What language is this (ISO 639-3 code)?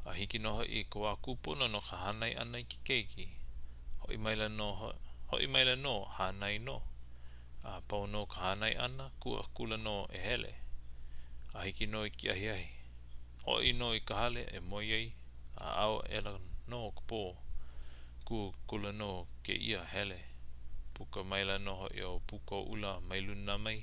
haw